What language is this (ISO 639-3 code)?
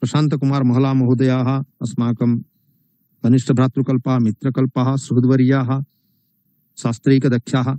san